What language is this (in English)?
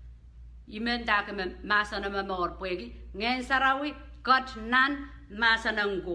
Pohnpeian